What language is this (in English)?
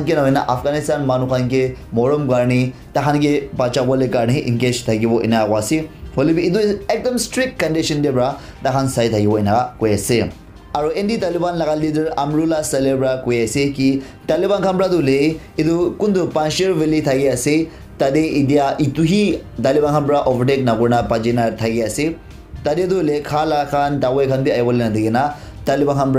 Naga Pidgin